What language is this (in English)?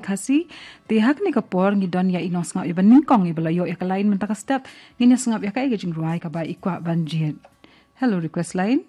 Khasi